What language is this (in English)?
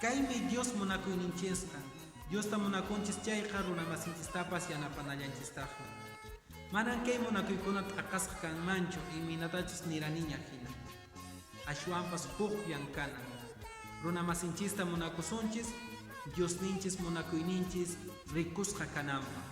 Quechua